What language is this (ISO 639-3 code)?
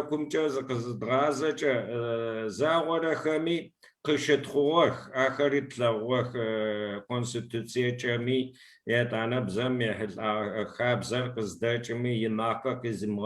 kbd